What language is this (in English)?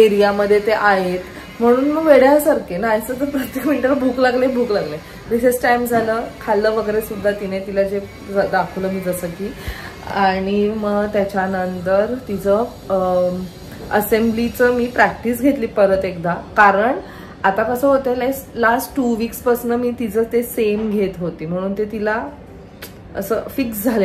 Marathi